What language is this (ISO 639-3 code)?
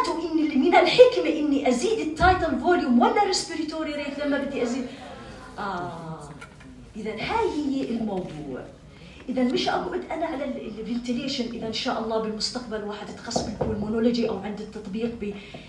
apc